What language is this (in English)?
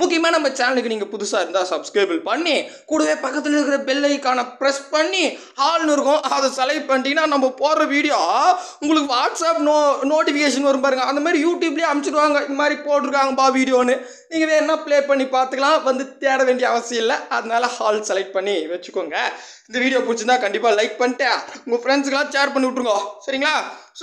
Tamil